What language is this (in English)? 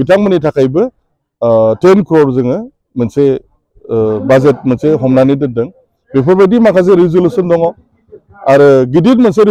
Bodo